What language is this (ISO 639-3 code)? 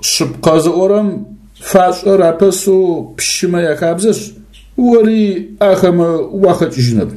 ady